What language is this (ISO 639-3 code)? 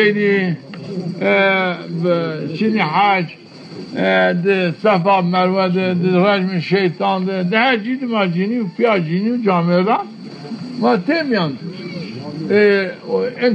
zza